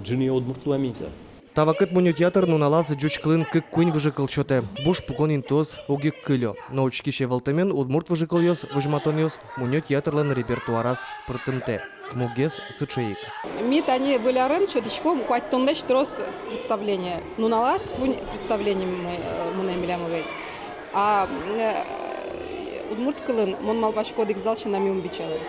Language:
Udmurt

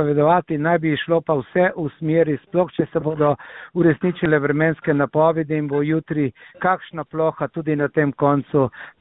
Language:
Slovenian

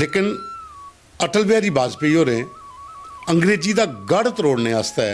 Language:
Dogri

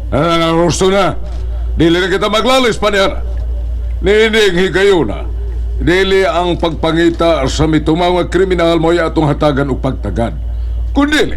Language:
Cebuano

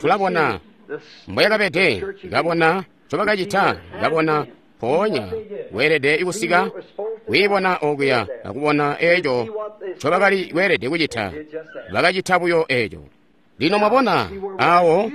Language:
Tonga (Zambia)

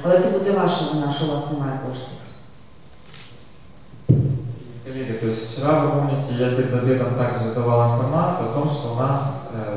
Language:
Russian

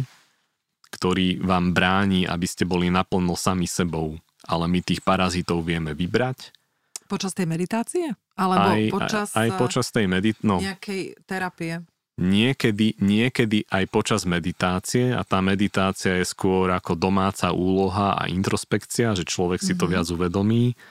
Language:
Slovak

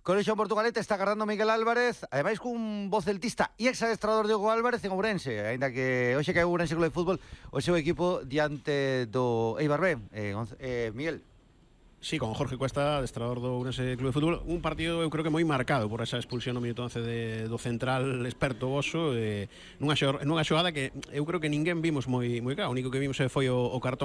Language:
Galician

